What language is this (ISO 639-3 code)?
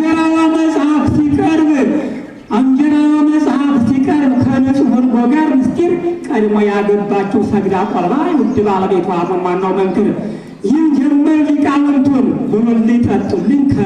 amh